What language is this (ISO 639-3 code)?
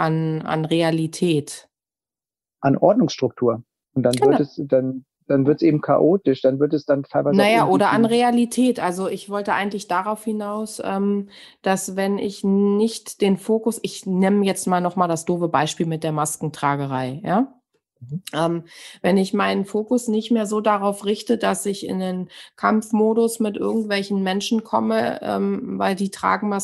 deu